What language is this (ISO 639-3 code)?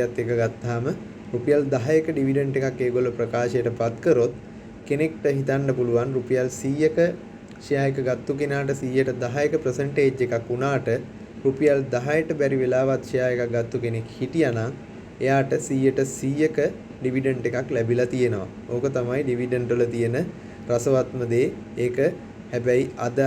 sin